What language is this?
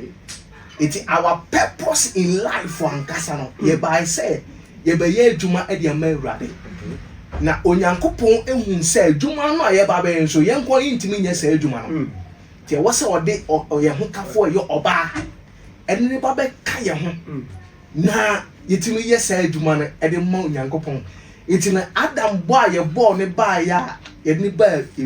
Akan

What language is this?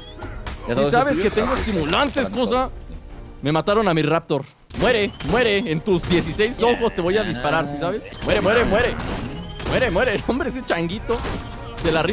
Spanish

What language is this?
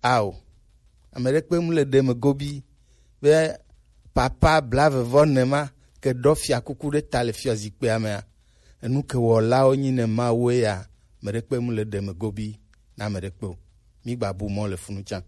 Gen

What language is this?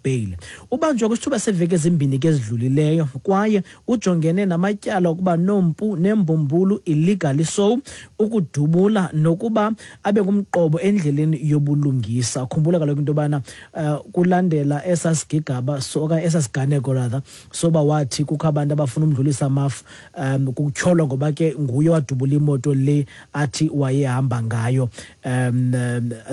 Xhosa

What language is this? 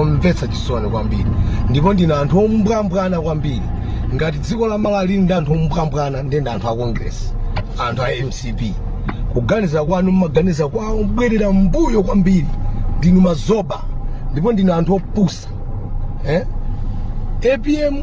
Nyanja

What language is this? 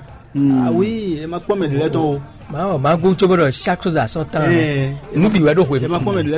Fon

